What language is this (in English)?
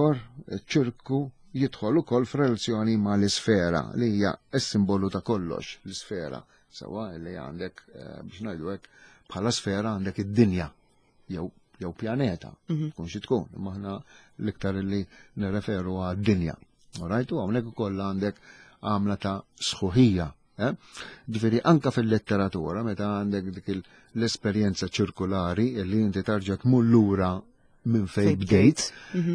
Maltese